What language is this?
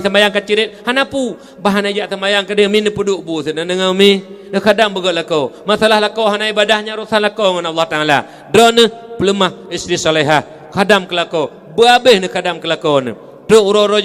Achinese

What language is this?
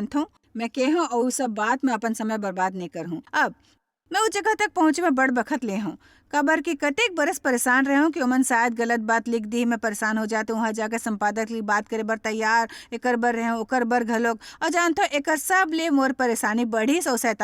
Chhattisgarhi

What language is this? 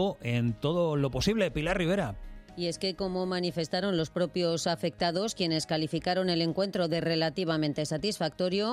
Spanish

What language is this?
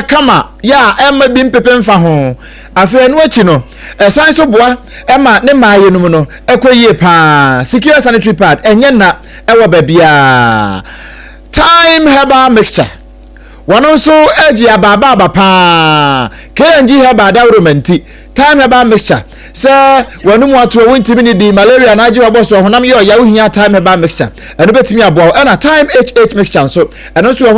Akan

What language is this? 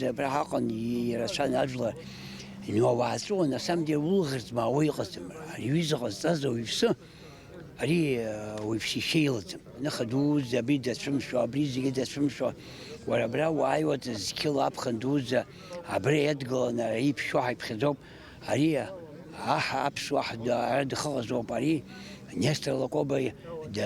Abkhazian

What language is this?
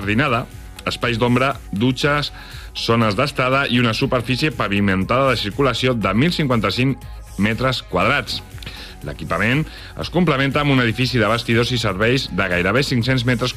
Catalan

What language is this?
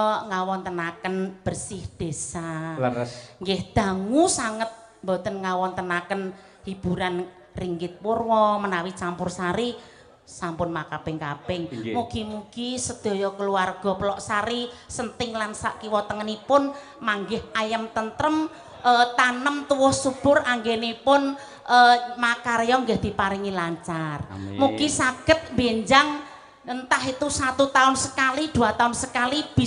Javanese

